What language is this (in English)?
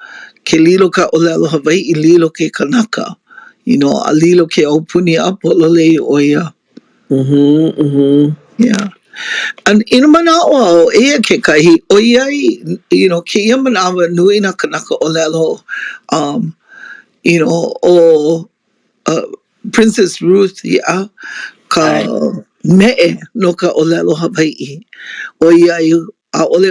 Hawaiian